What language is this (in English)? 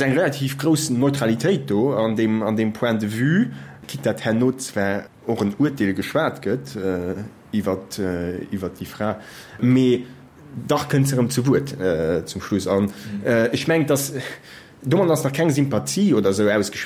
Luxembourgish